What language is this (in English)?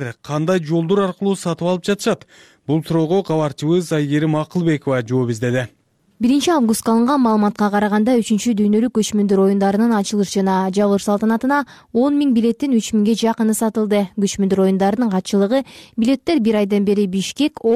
Kyrgyz